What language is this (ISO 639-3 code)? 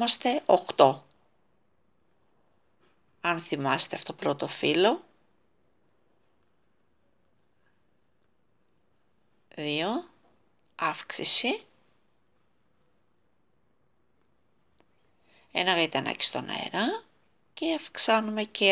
ell